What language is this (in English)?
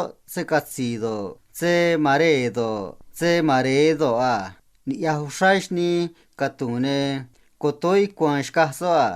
Copala Triqui